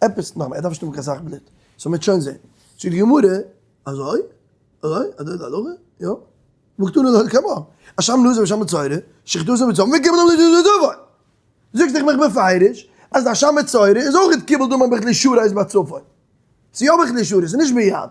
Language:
Yiddish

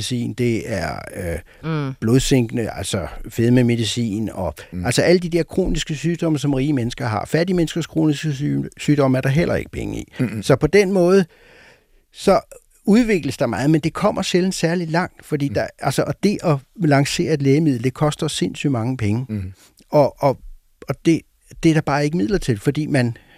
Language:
Danish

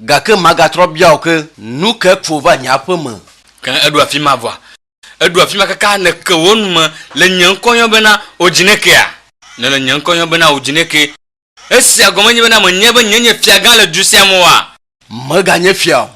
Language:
Ewe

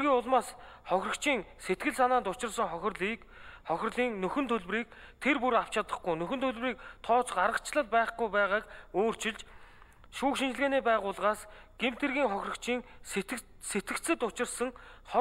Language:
Mongolian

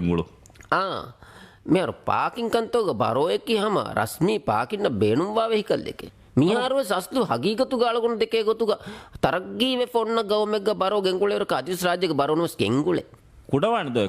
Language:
Divehi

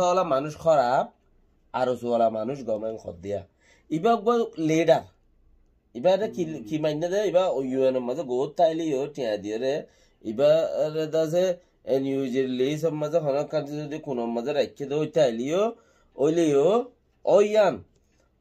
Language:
Rohingya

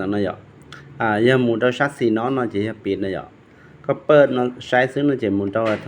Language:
Hmong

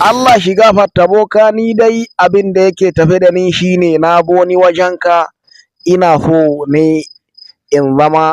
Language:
Hausa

